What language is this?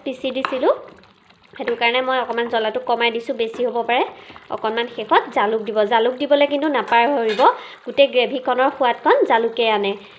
Assamese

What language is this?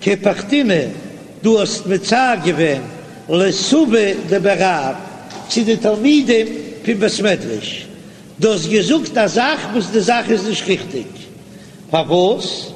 Yiddish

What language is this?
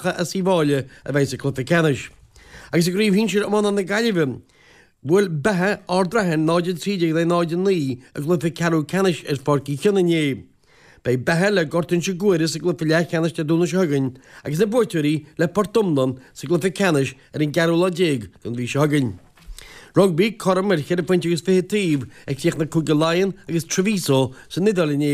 Irish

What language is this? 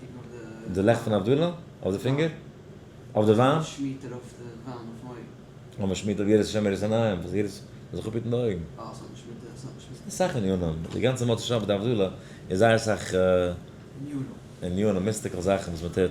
Yiddish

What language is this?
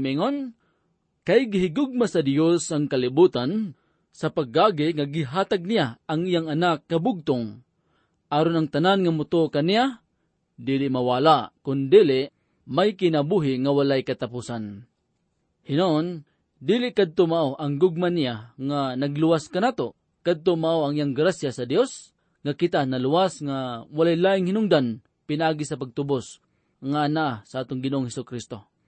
Cebuano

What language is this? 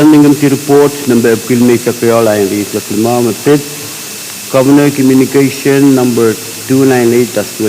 Pohnpeian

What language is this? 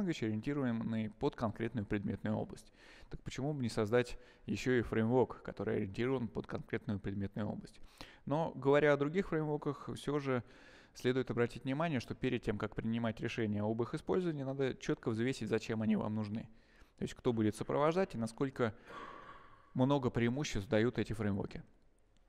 Russian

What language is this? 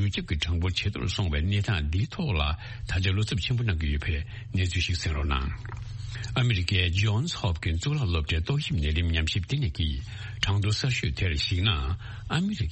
Tibetan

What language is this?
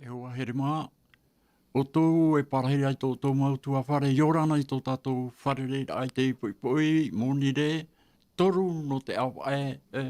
Tahitian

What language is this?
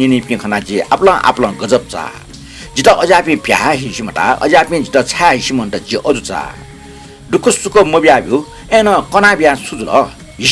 Newari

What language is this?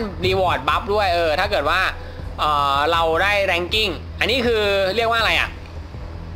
Thai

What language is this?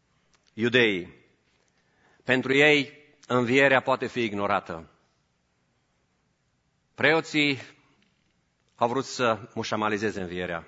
Romanian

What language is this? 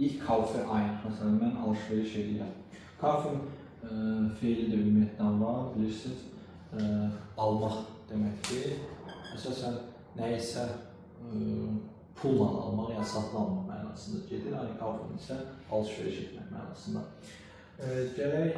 Azerbaijani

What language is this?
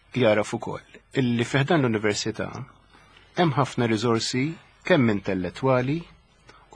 Maltese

